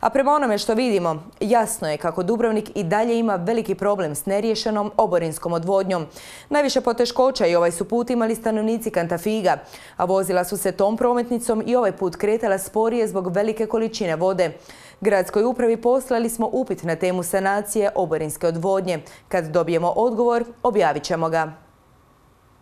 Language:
Croatian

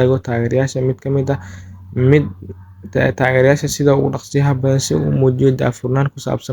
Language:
Somali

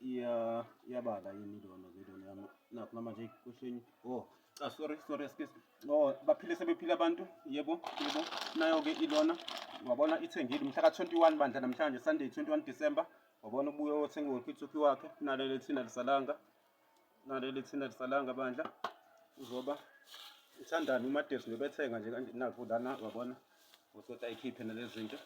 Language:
Zulu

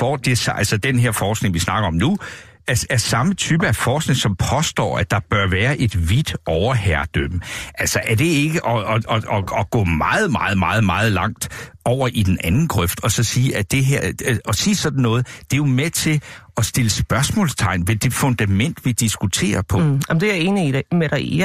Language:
Danish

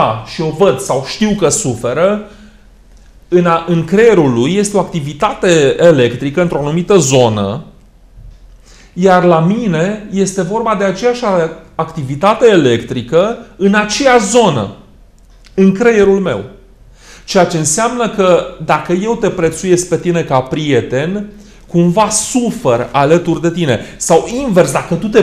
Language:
Romanian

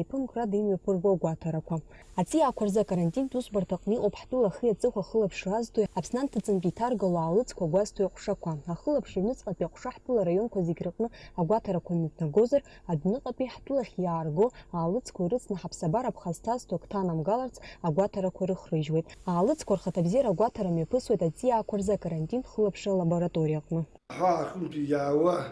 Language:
Abkhazian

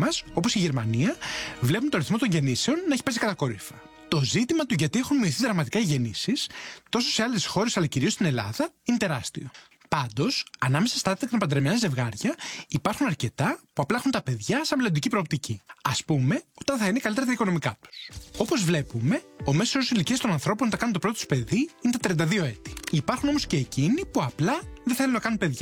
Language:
Greek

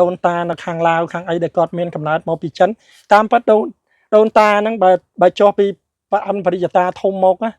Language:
Khmer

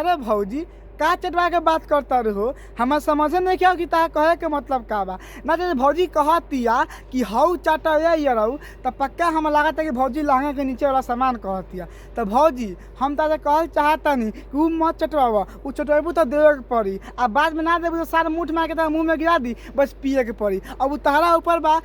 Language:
Bhojpuri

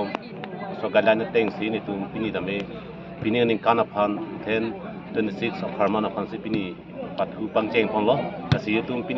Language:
Karbi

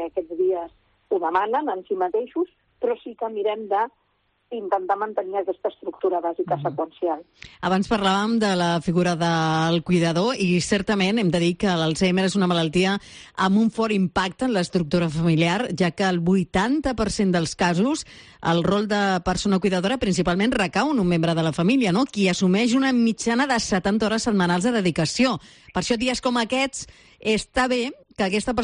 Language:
Catalan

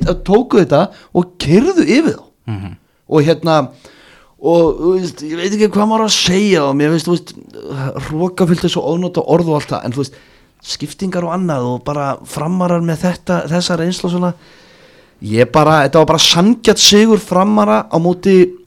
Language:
Icelandic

